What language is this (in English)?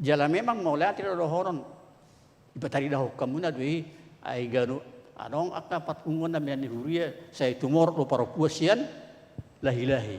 Batak Toba